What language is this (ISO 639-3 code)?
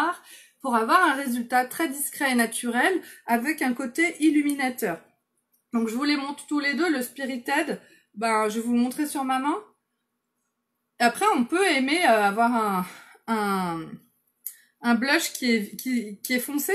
fra